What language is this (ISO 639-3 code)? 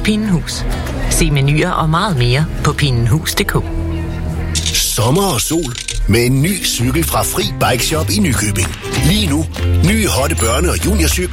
dan